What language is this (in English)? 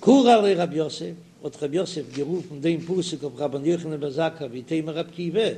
Yiddish